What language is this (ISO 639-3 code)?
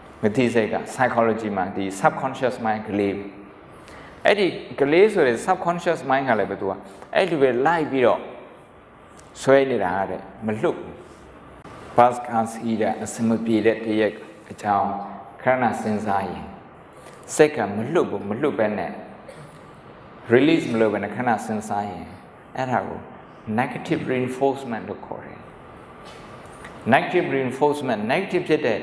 mya